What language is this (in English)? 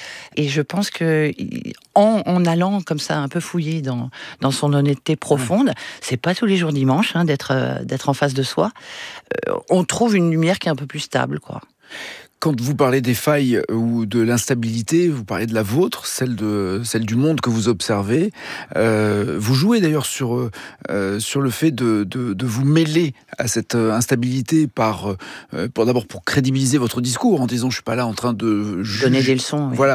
French